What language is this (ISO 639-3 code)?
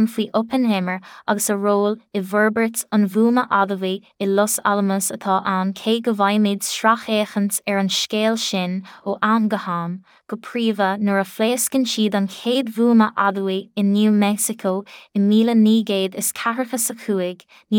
gle